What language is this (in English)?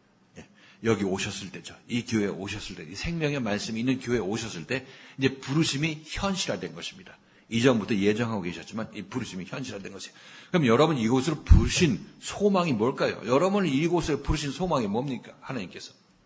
Korean